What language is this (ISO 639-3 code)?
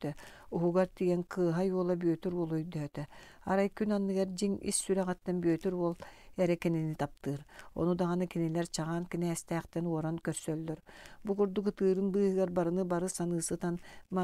sah